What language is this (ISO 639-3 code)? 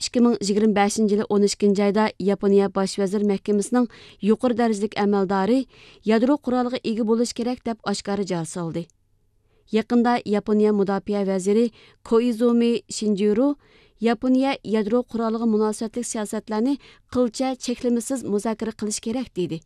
uig